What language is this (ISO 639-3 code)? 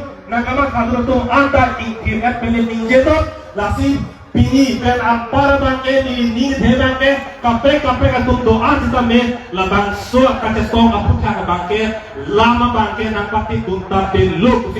mjw